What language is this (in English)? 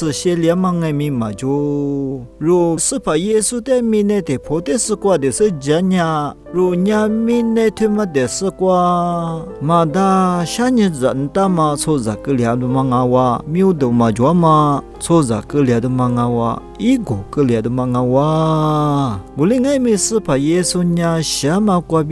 Lisu